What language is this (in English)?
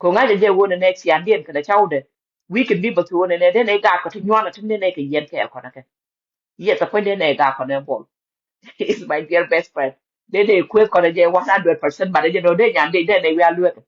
Nuer